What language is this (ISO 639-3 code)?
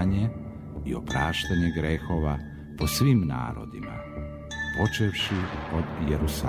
srp